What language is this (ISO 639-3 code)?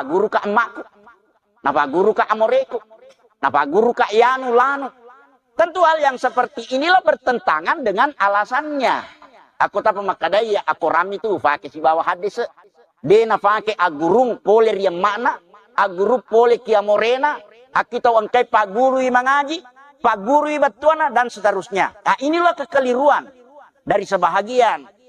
bug